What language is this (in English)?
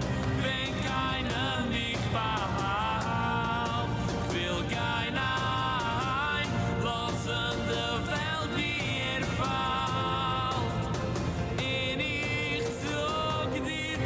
Yiddish